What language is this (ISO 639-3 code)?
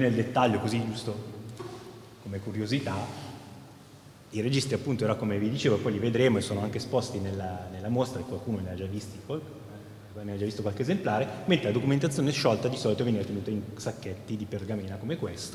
ita